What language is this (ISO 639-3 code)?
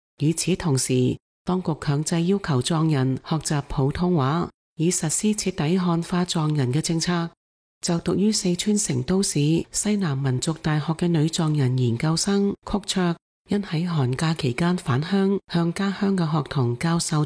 yue